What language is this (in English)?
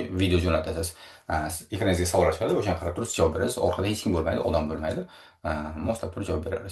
Uzbek